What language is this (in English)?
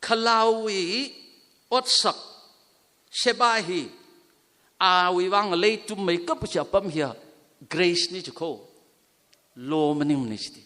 Tangkhul Naga (India)